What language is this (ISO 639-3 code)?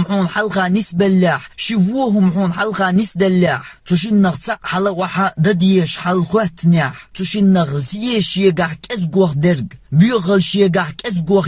che